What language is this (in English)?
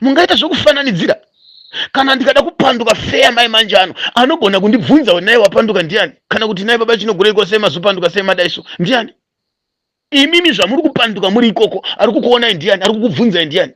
Shona